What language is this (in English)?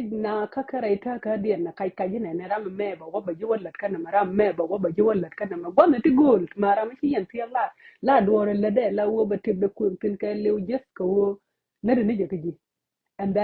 Nuer